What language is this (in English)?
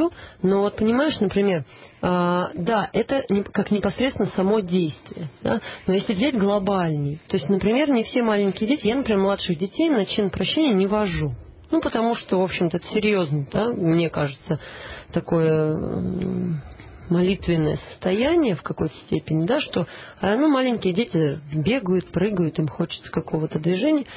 Russian